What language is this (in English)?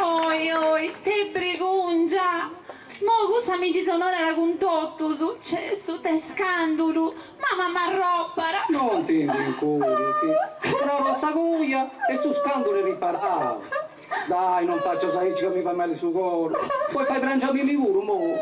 Sardinian